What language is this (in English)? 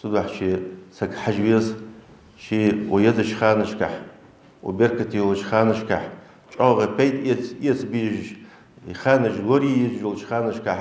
Ingush